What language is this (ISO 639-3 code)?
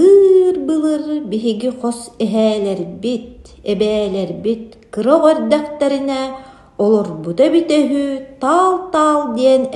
sah